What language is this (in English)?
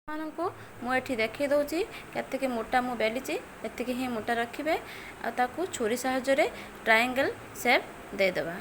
Odia